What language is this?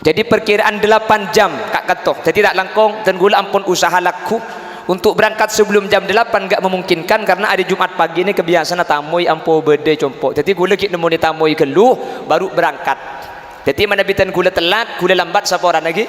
Madurese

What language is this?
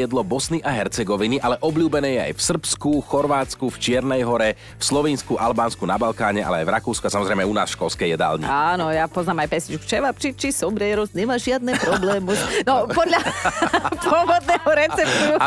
Slovak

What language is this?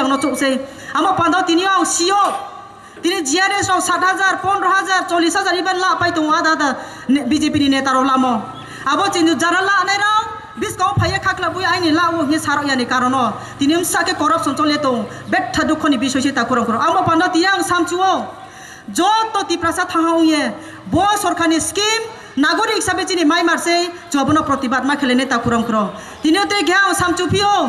Kok Borok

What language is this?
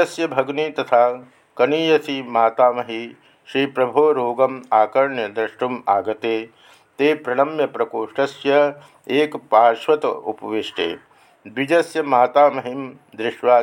Sanskrit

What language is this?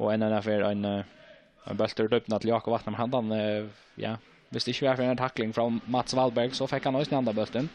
Faroese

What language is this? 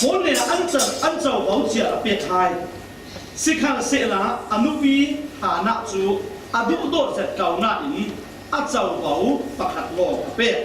Falam Chin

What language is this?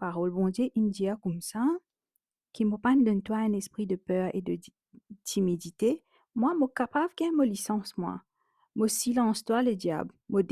Morisyen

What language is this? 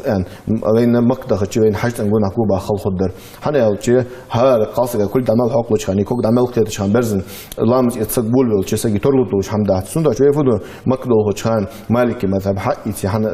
Ingush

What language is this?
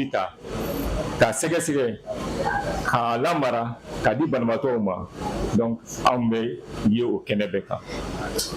Bambara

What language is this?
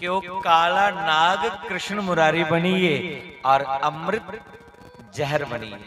Dogri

